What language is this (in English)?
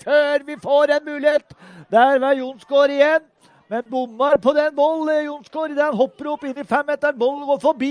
Norwegian